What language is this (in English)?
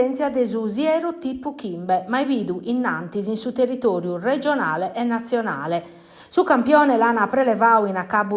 Sardinian